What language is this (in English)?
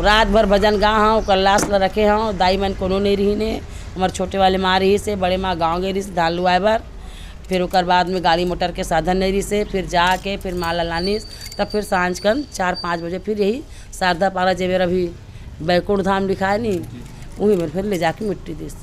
Chhattisgarhi